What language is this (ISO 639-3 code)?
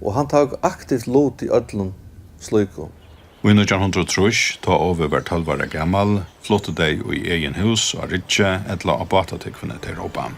fao